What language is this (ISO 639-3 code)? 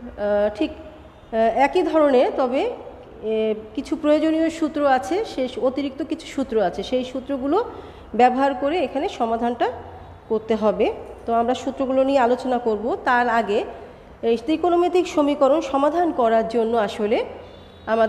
ben